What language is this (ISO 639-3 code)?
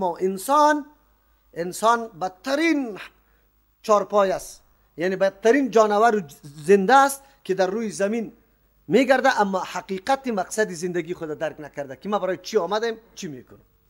fas